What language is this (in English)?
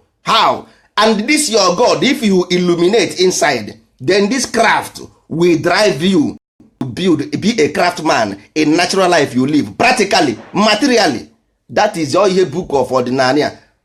Igbo